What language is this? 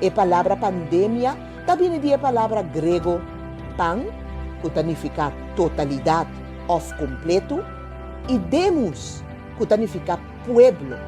Papiamento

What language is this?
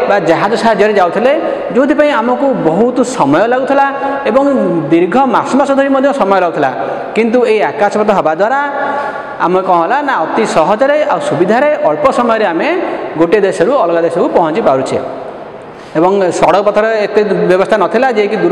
Odia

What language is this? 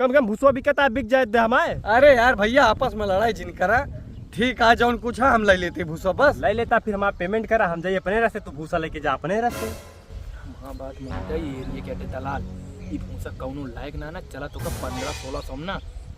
Awadhi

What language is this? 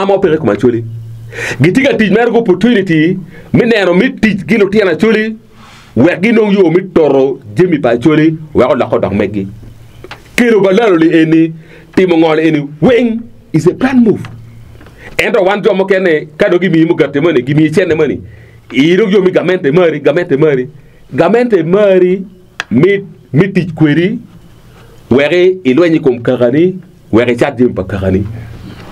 Acoli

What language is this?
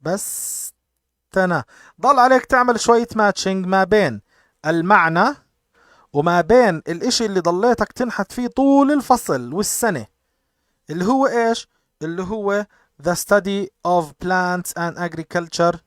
North Levantine Arabic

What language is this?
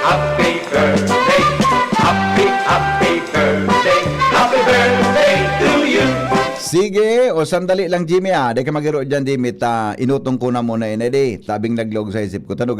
Bikol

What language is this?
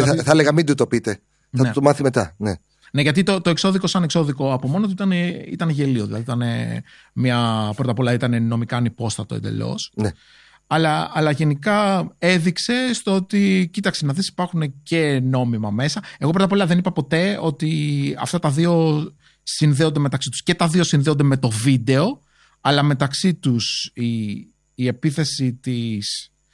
Greek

